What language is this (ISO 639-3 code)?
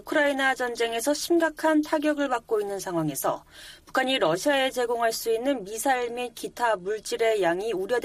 kor